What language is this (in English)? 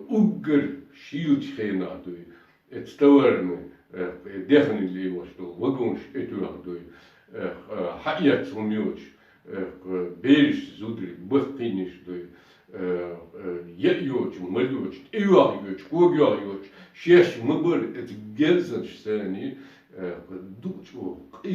Chechen